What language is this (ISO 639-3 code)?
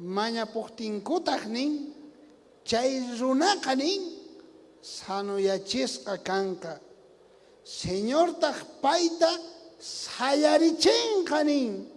quh